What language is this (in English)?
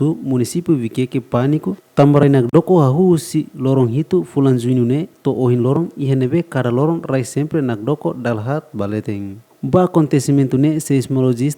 Tetum